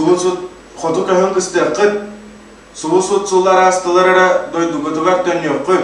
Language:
Yakut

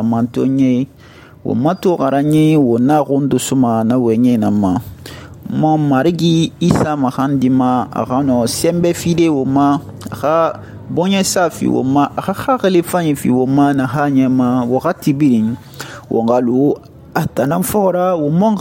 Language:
Susu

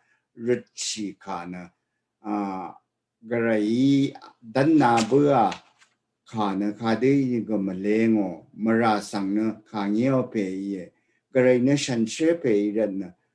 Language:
Rawang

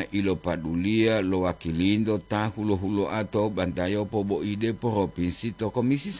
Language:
Gorontalo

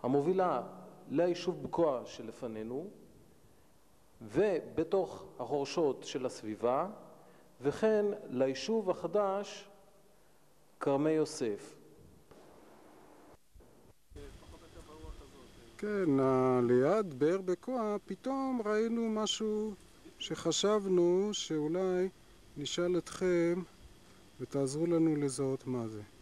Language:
Hebrew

